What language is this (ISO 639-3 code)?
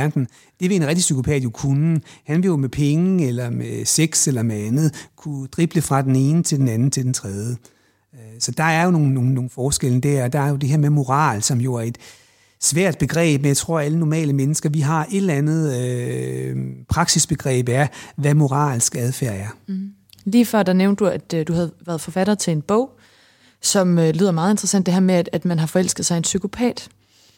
dan